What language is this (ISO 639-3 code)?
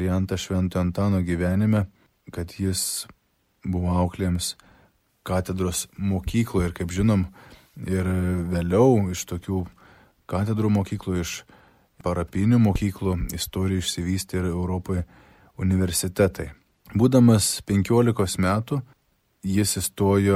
lit